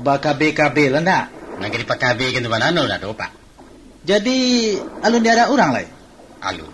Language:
Minangkabau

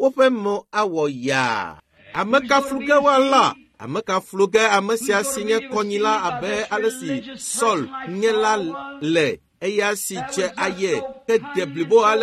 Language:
Ewe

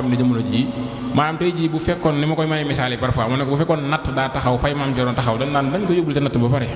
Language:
Wolof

